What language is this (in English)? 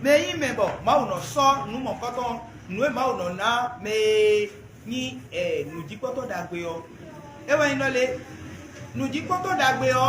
Fon